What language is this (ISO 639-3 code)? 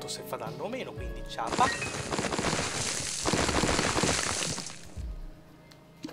ita